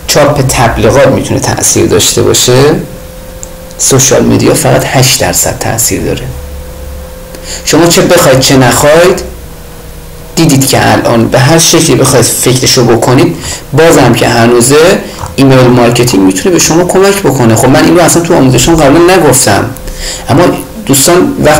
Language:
Persian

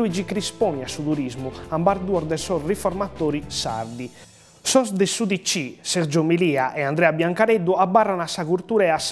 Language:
Sardinian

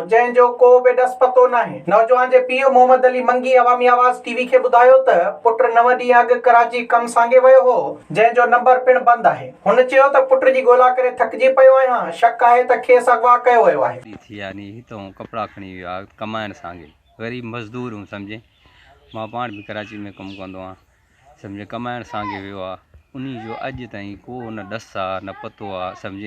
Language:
Sindhi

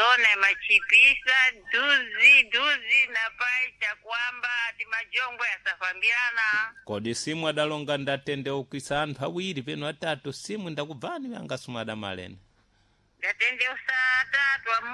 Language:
Sena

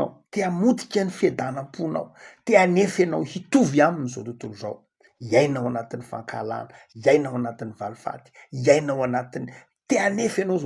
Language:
Malagasy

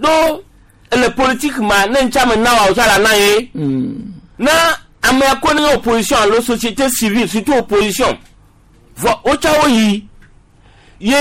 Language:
Gen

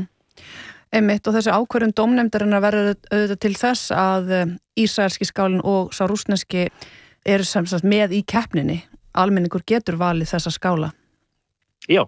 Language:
Icelandic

